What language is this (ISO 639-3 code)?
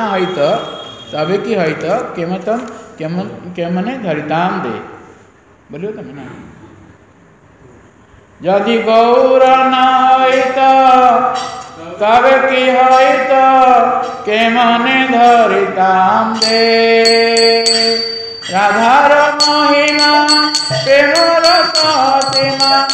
ori